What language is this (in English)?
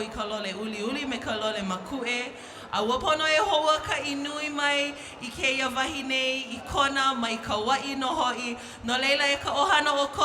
Hawaiian